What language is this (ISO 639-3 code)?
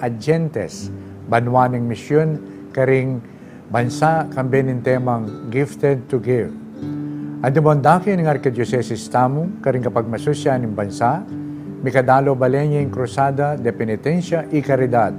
pam